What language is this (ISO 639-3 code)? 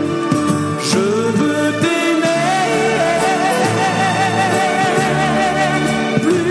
fra